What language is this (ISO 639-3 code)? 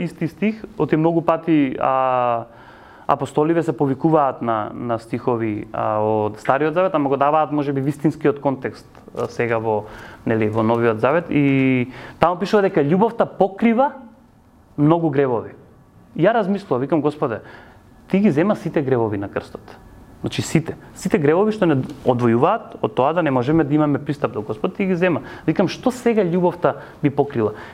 mkd